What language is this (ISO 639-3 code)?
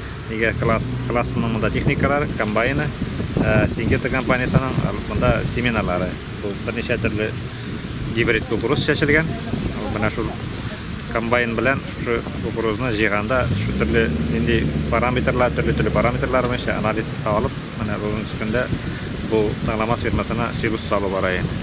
tat